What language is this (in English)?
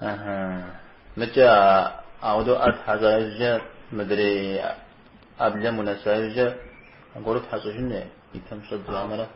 Kabardian